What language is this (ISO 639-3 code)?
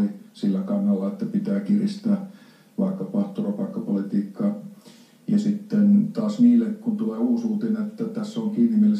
fin